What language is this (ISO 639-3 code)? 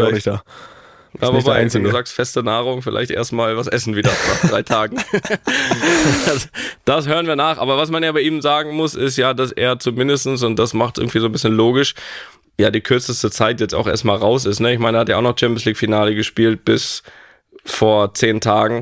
deu